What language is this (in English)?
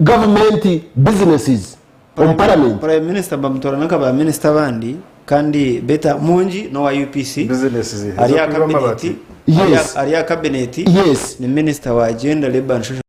Nyankole